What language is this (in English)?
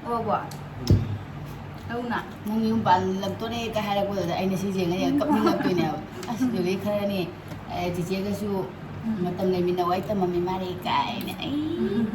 Manipuri